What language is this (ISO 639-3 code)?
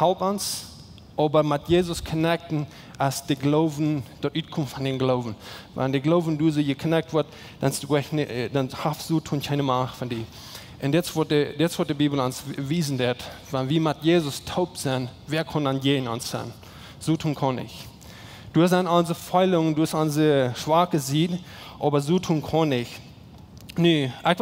pdt